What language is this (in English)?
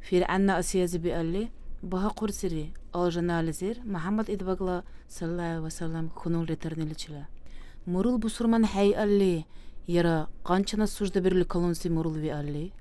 Dargwa